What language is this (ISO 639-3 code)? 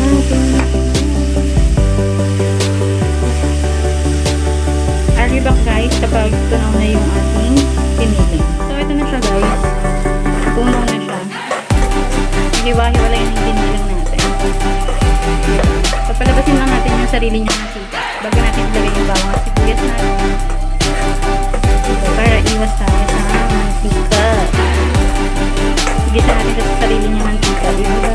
fil